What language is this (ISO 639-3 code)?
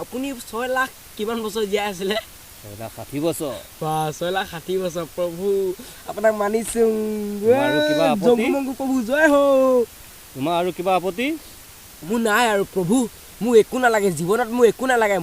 asm